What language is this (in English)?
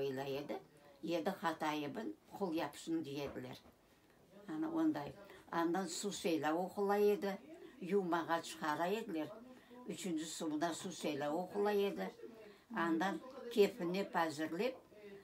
Crimean Tatar